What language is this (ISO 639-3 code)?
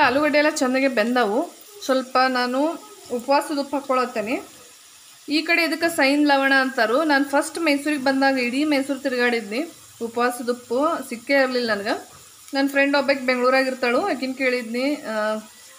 kan